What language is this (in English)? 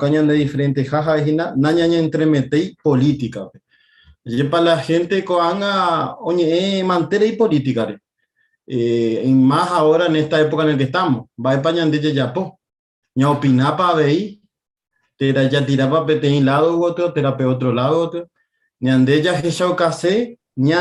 Guarani